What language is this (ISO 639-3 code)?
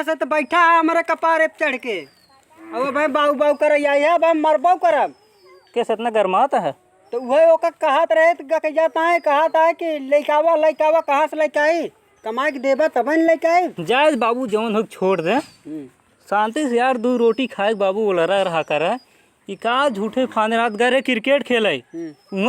awa